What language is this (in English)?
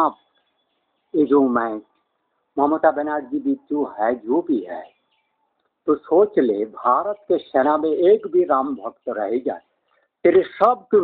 Hindi